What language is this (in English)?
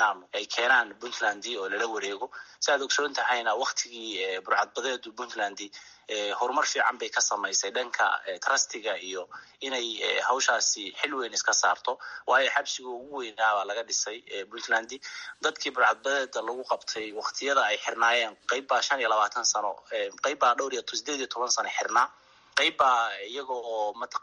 Somali